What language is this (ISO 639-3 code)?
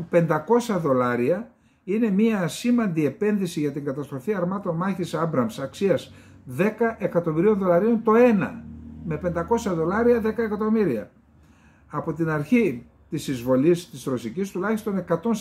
ell